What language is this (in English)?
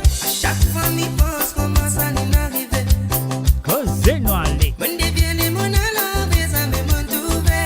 Morisyen